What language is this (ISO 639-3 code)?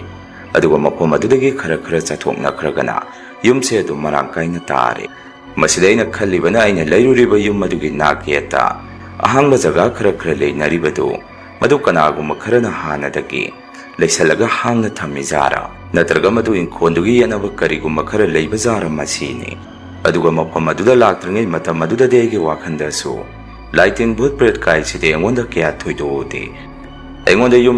mni